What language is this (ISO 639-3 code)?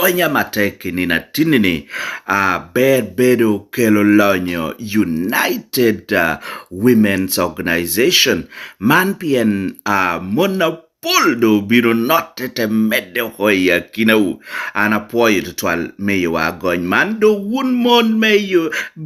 laj